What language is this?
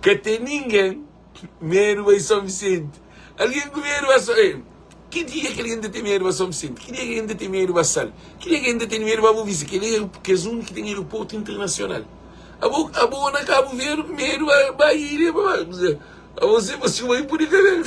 Kabuverdianu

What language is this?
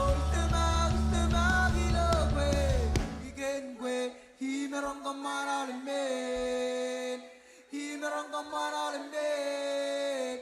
Marshallese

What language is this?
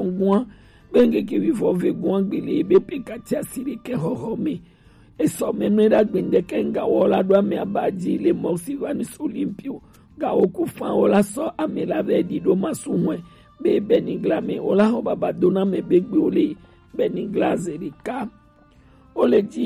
Gen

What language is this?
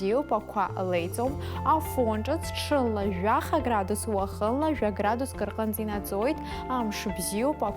Abkhazian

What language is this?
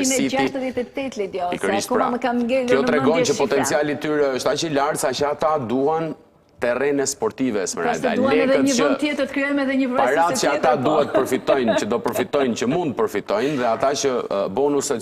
Albanian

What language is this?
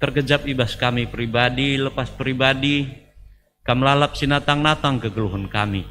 Batak Karo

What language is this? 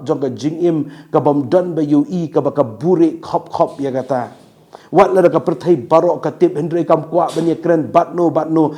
Khasi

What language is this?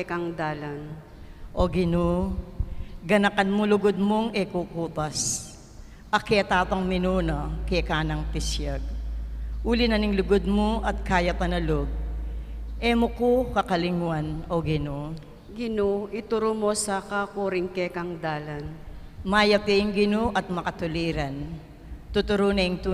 Pampanga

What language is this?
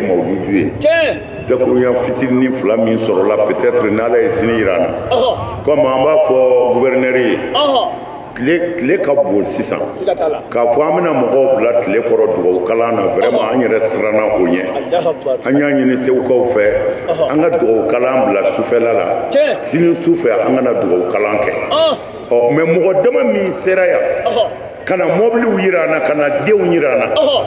Bambara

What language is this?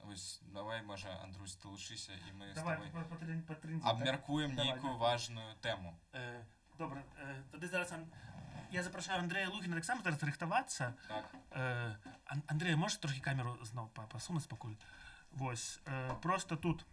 Belarusian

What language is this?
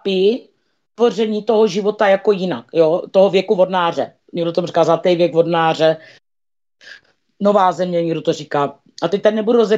Czech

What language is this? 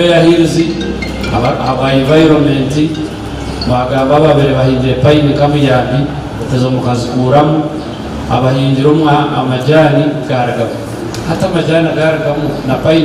Nyankole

